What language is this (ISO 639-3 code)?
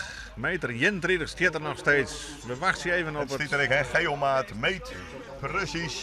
fry